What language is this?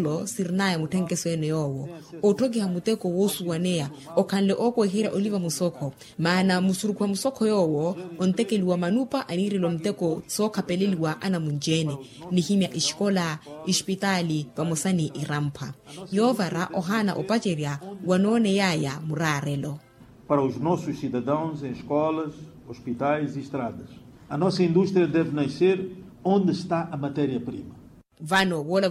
Makhuwa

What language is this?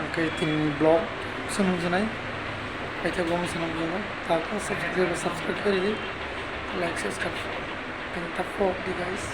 Kok Borok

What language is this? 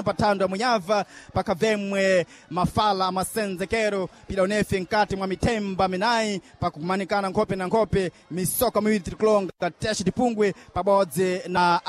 Sena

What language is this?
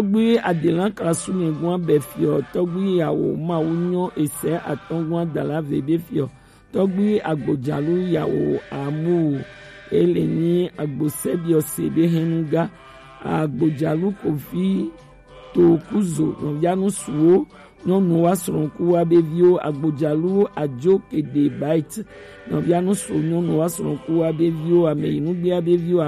Gen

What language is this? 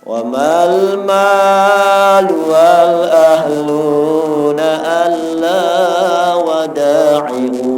Sasak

